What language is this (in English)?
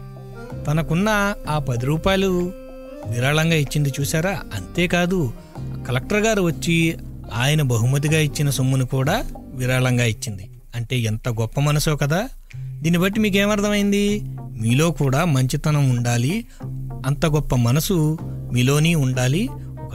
Telugu